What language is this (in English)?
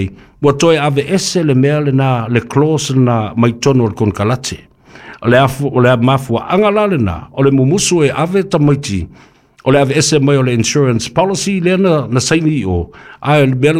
Samoan